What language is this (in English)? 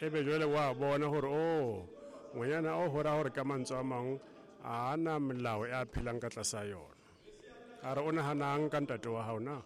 Southern Sotho